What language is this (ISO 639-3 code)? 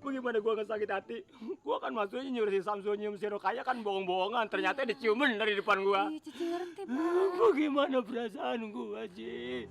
bew